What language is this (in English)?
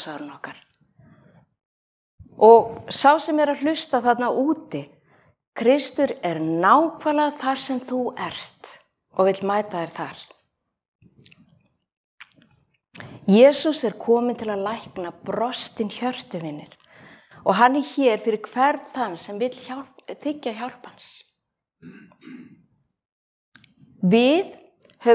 Icelandic